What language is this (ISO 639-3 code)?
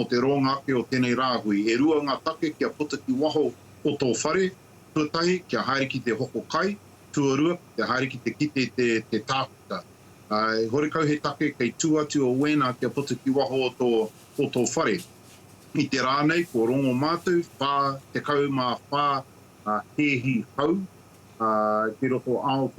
mri